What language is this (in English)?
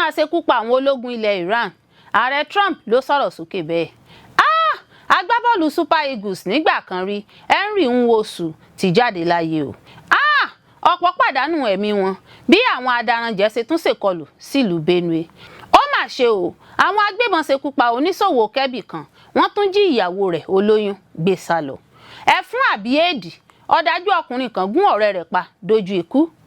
Yoruba